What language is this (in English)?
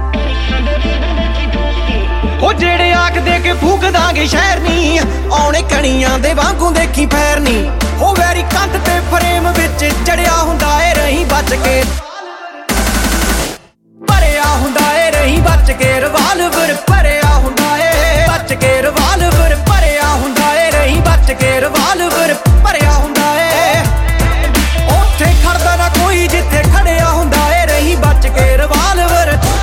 Punjabi